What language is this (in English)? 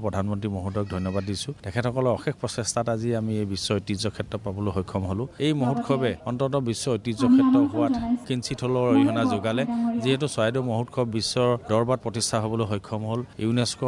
Assamese